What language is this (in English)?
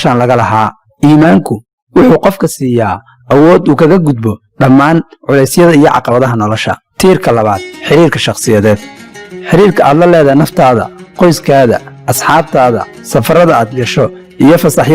Somali